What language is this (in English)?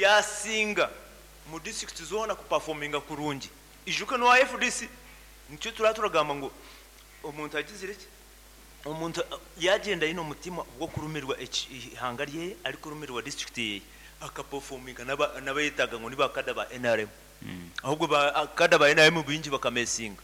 Nyankole